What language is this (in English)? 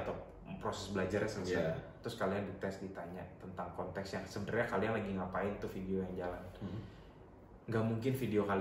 Indonesian